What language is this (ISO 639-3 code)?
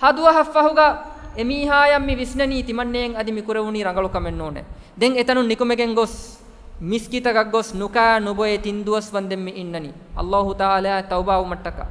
div